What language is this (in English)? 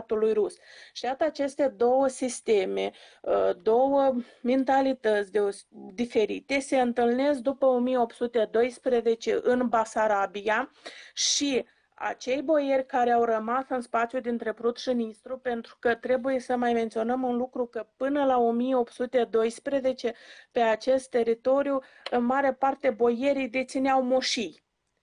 Romanian